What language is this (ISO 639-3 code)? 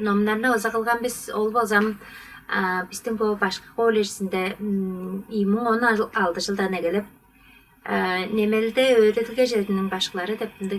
tyv